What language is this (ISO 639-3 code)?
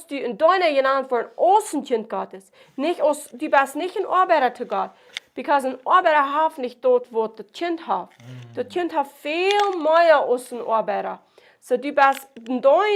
pdt